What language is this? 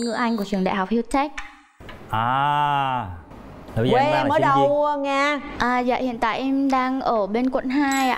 Vietnamese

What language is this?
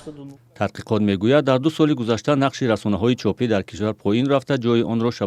Tajik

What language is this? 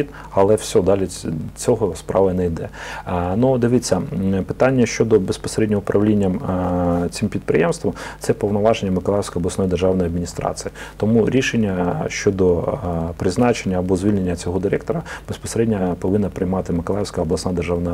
Ukrainian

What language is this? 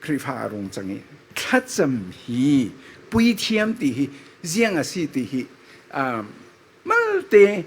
Falam Chin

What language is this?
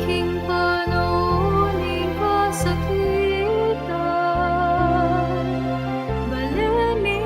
Pampanga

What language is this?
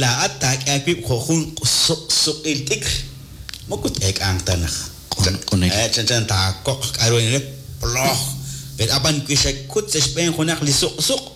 Kekchí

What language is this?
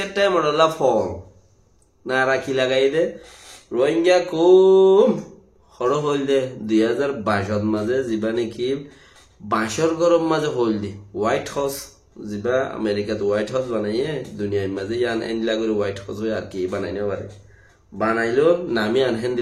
Rohingya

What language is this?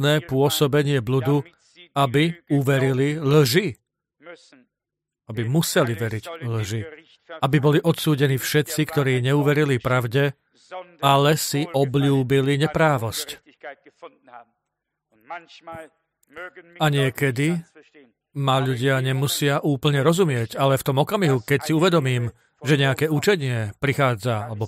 Slovak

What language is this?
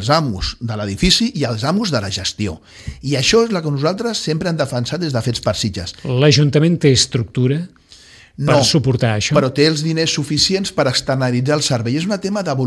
Catalan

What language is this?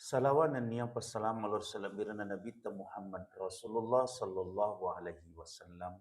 Buginese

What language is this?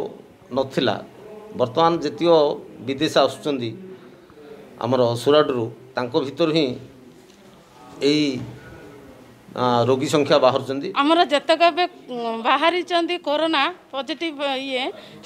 Odia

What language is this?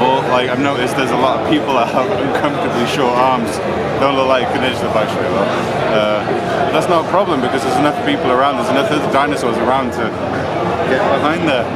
Faroese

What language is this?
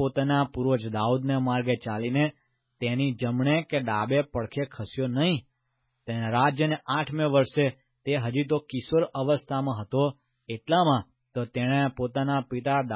Gujarati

